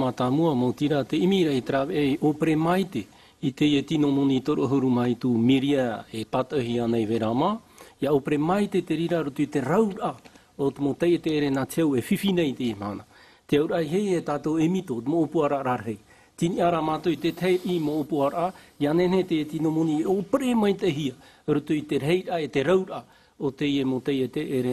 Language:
Tahitian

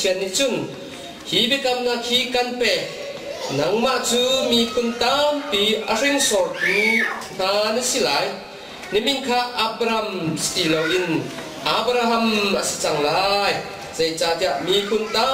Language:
Hakha Chin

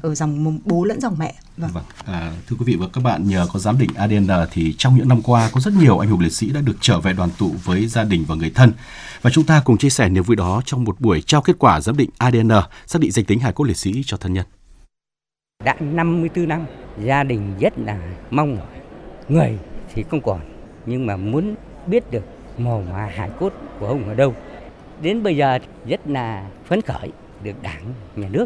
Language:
Vietnamese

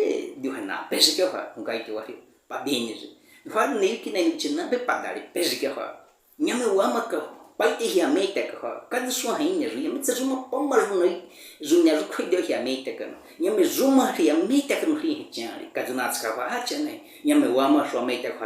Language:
Baniwa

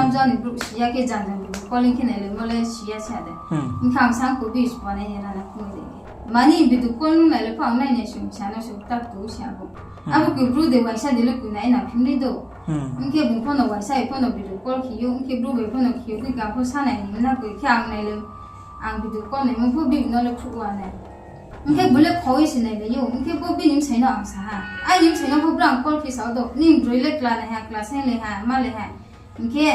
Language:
Riang (India)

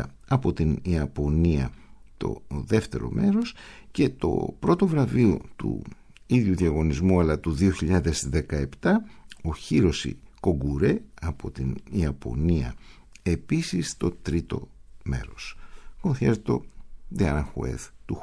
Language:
Greek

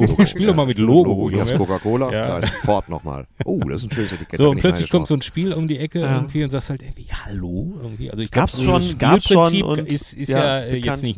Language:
German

